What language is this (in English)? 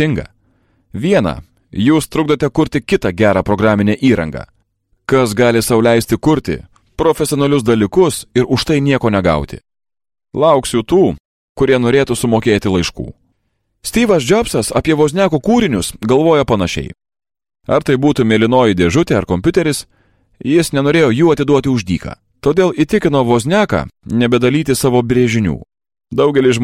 Lithuanian